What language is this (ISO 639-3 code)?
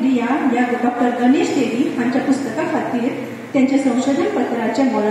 kok